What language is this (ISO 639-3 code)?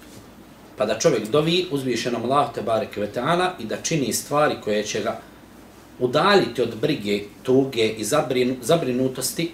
bos